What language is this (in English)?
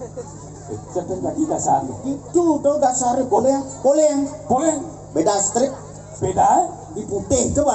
Balinese